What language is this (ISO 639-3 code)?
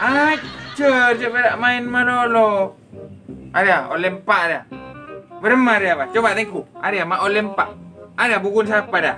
mad